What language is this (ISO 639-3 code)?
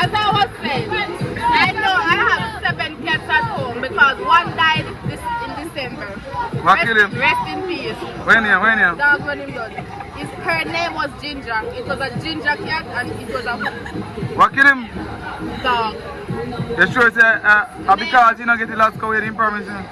jam